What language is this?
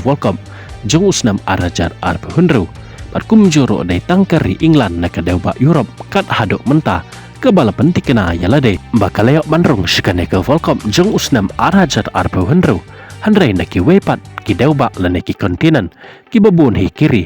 Khasi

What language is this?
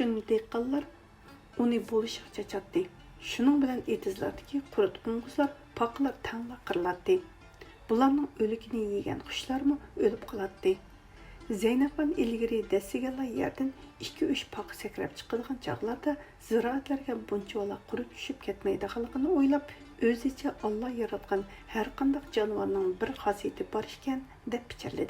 Uyghur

